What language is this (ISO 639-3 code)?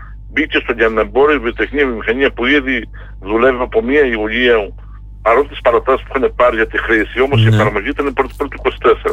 ell